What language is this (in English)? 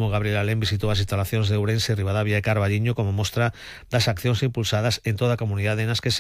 Galician